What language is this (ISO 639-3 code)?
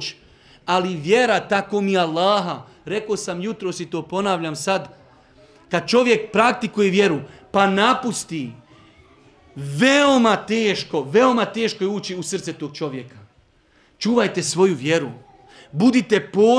bos